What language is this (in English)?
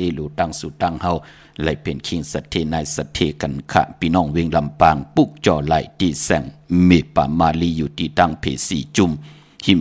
Shan